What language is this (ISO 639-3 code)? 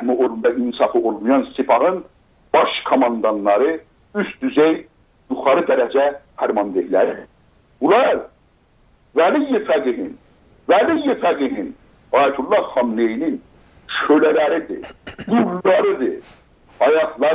azb